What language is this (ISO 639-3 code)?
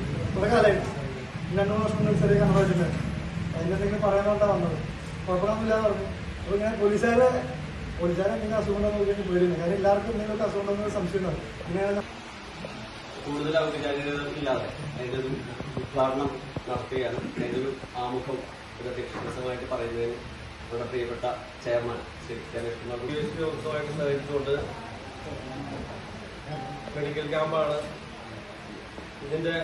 mal